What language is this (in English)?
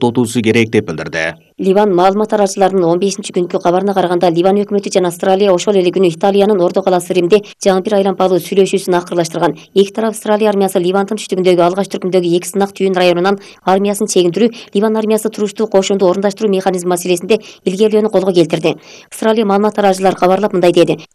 Kyrgyz